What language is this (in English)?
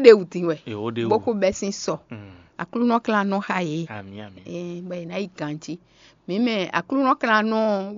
Fon